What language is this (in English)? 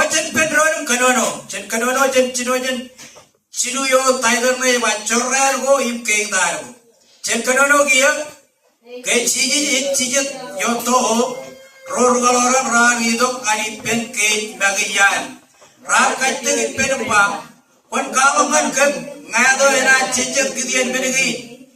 Marshallese